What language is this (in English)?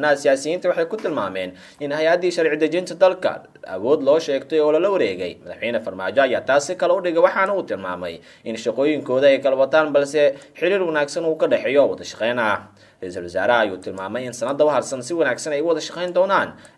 Somali